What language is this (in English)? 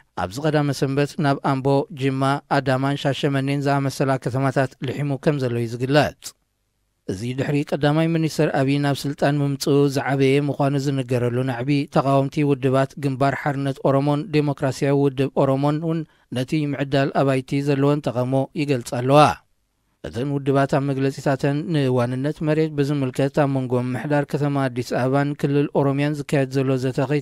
Tigrinya